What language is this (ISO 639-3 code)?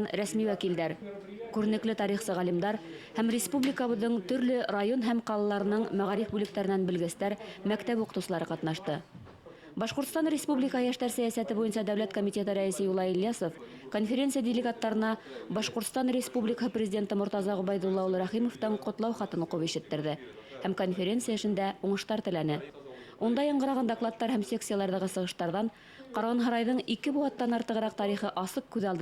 bak